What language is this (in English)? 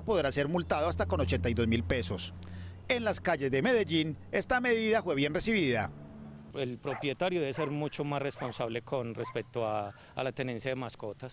Spanish